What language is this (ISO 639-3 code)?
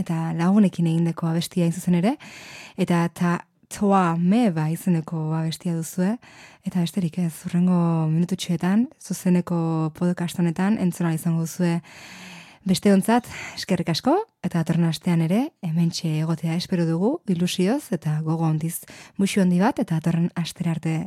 eus